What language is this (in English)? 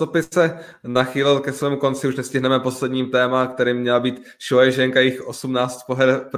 Czech